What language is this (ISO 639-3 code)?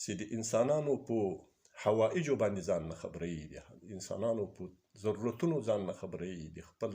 pus